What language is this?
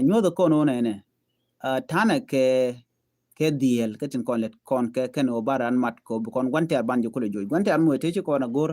Nuer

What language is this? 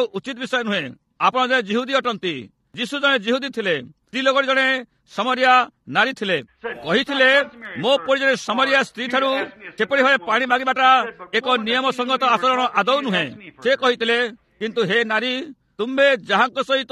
Odia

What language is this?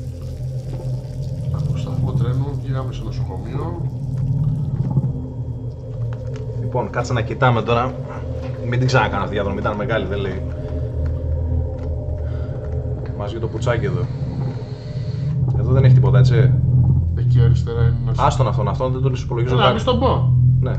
Greek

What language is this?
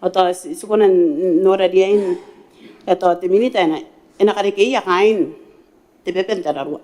Gilbertese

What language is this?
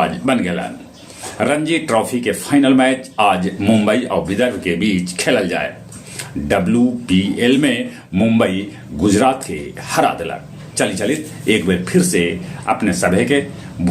Magahi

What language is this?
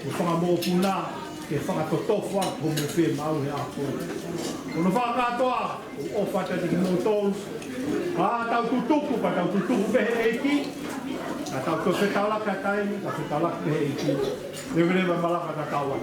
Tongan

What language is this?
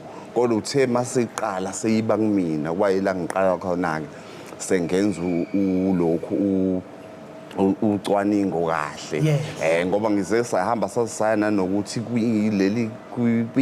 Zulu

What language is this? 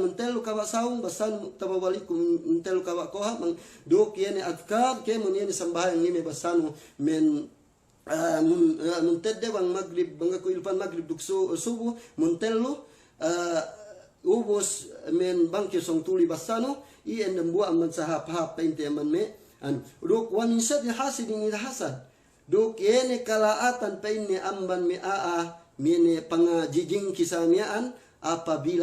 Yakan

